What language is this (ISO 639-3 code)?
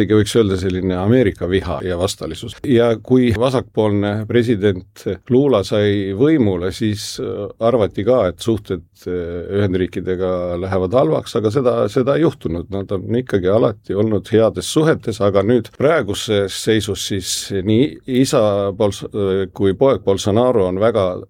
est